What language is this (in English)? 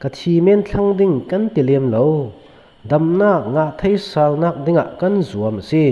Falam Chin